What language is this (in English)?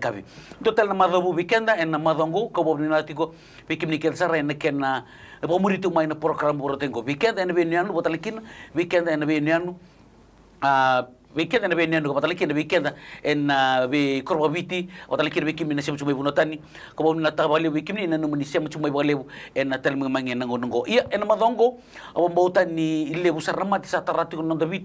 Fijian